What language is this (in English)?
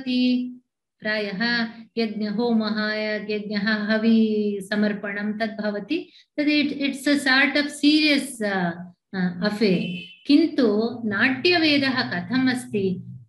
Sanskrit